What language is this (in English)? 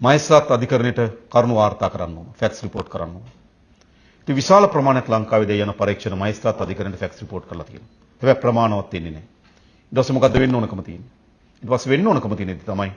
Sinhala